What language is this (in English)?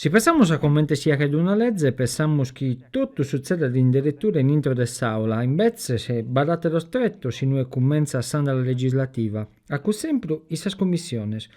Sardinian